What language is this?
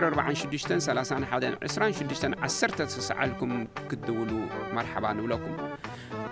Tigrinya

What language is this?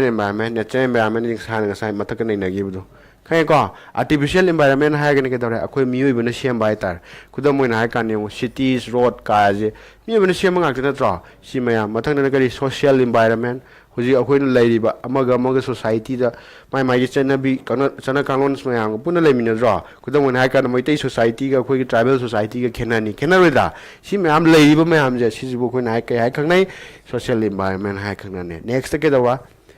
Manipuri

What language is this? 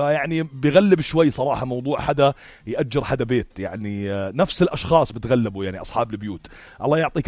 North Levantine Arabic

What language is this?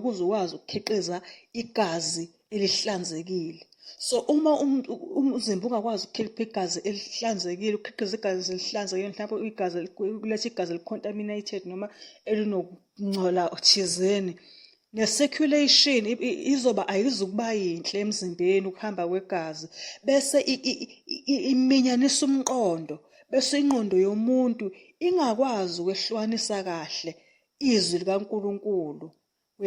Zulu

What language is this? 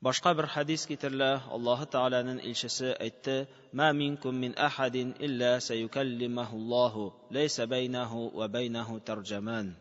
Tatar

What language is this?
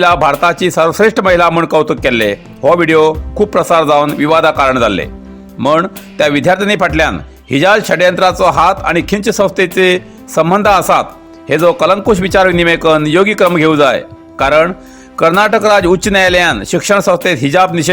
Konkani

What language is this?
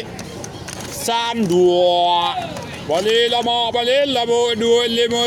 Minangkabau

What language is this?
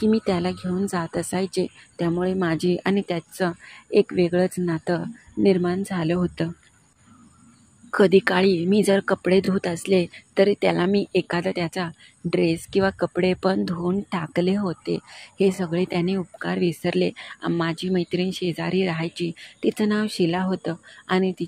Marathi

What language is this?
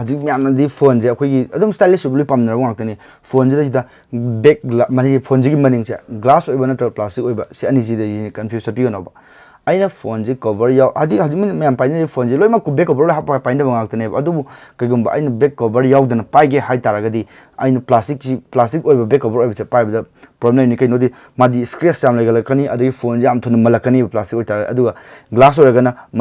Manipuri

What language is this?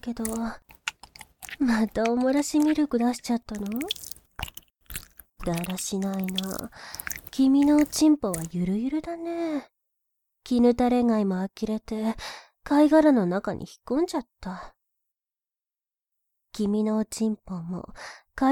Japanese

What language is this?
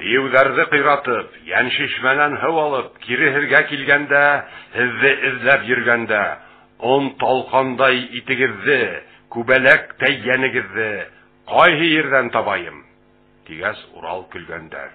Bashkir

